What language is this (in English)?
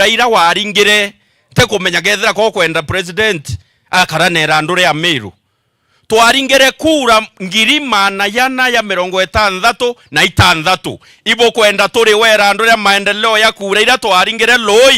Meru